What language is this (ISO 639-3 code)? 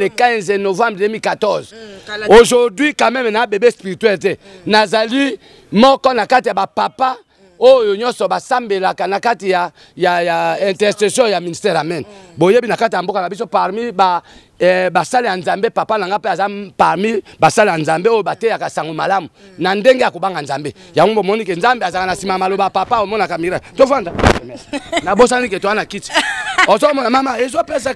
lin